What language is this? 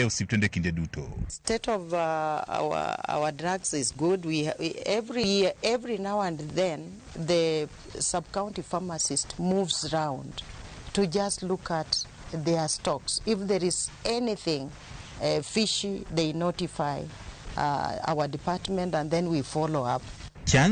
Luo (Kenya and Tanzania)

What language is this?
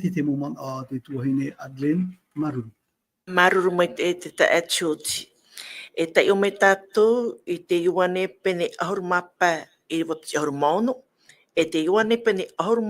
Tahitian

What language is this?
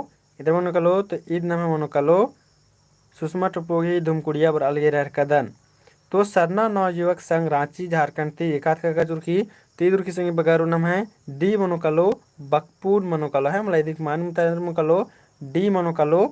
Kurukh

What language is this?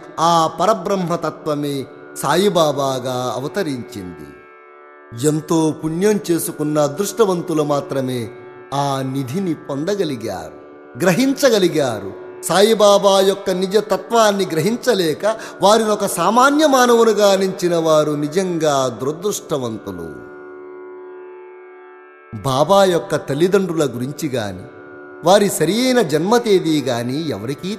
Telugu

